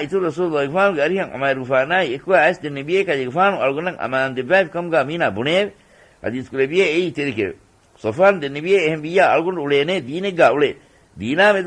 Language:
Divehi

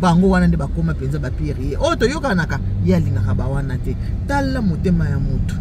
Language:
Lingala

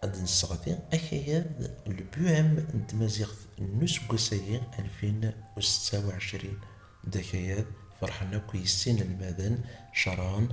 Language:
Kabyle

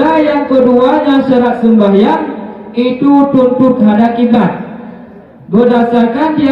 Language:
Achinese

